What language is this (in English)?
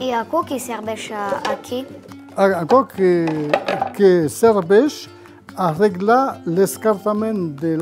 Occitan